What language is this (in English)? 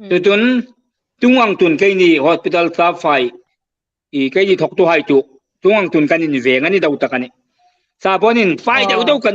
Hmar